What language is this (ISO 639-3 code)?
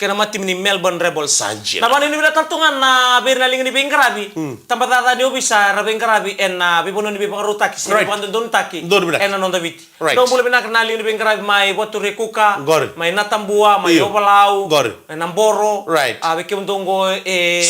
fij